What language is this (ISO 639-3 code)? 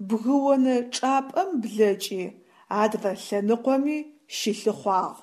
ady